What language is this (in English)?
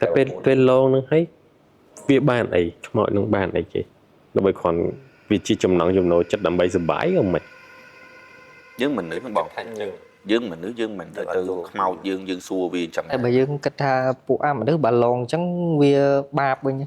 Khmer